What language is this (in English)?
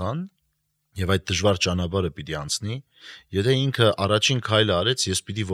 Armenian